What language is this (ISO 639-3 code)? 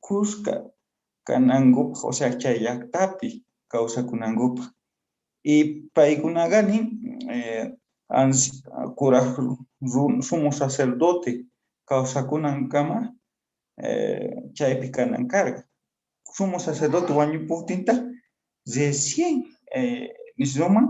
que